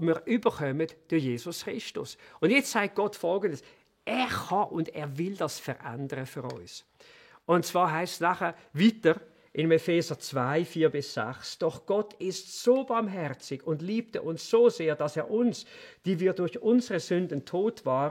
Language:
Swiss German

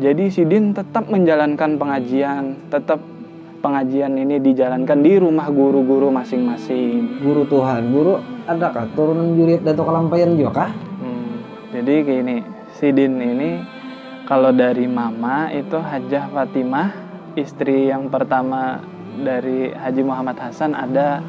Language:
Banjar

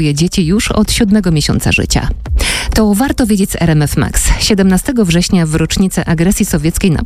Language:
Polish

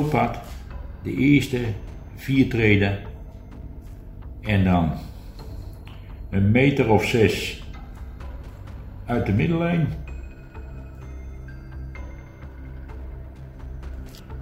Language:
Dutch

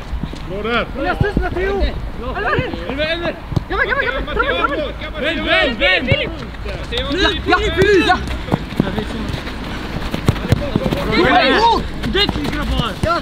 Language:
Swedish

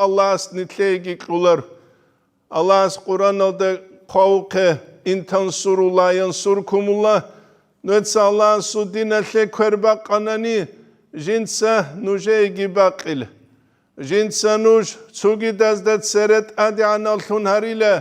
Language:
Avaric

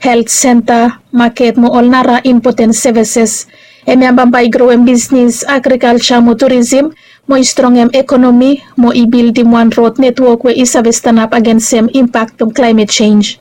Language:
Bislama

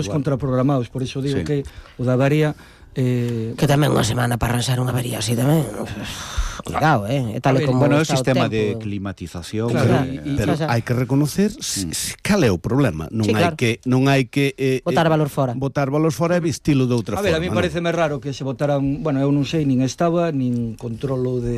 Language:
Galician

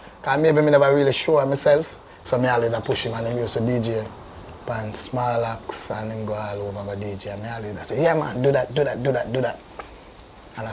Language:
Jamaican Creole English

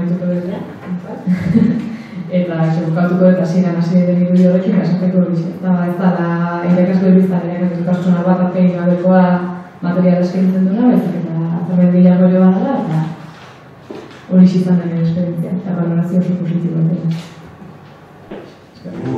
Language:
Basque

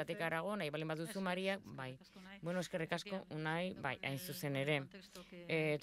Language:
Basque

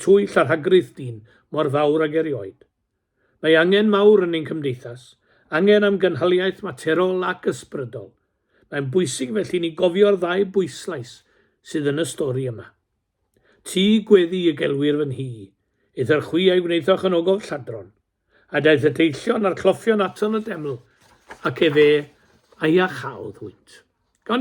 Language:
Welsh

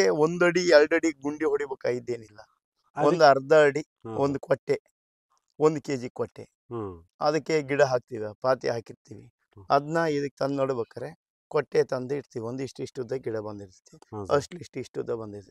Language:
Kannada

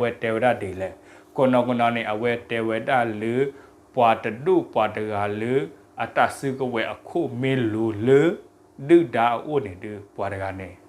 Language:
S'gaw Karen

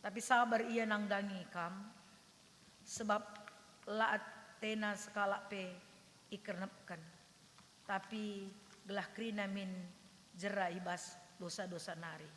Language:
Batak Karo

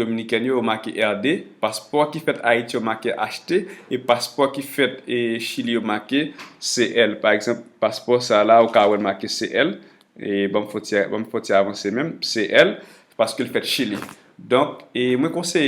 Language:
Haitian Creole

